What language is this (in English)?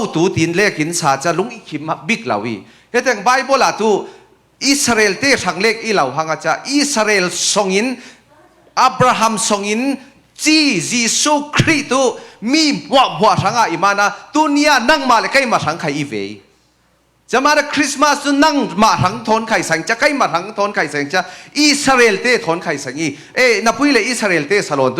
Falam Chin